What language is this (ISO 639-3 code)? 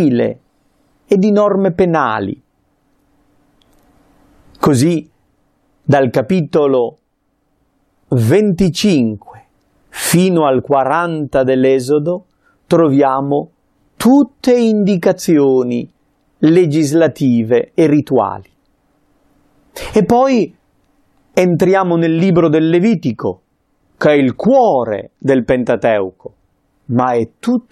ita